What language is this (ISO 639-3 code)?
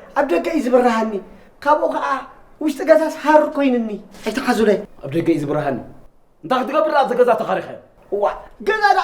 tir